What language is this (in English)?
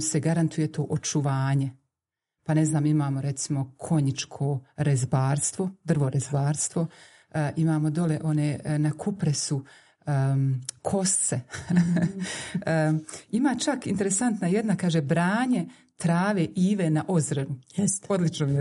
Bosnian